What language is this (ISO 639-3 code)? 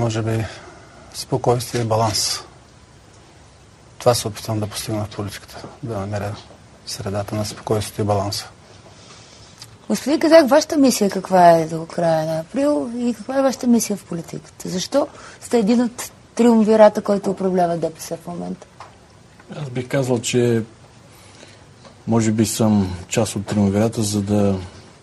bul